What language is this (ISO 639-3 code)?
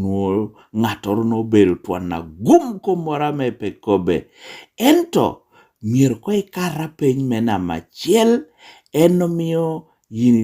laj